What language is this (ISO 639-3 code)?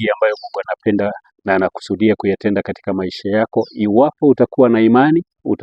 swa